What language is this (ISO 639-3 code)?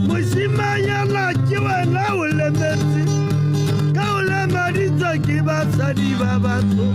tsn